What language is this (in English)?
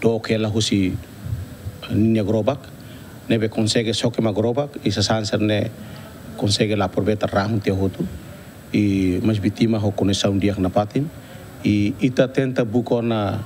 Tetum